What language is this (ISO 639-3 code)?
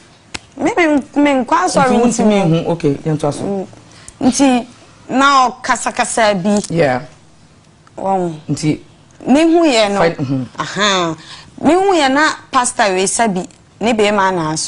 aka